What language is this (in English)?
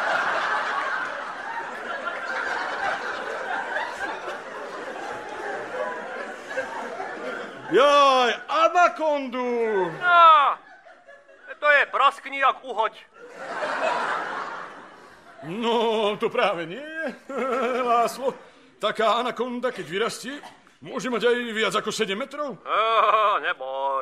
Slovak